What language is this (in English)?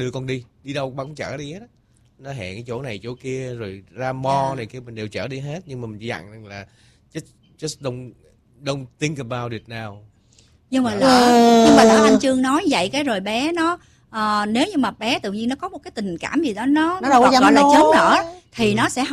Vietnamese